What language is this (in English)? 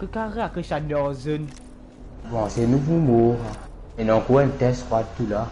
Morisyen